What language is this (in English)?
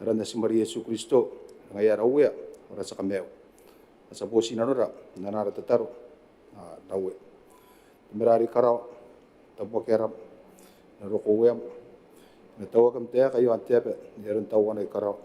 Gilbertese